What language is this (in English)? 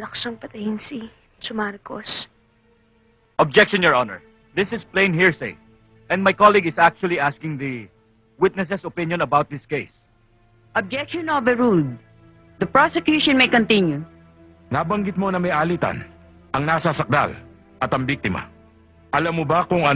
Filipino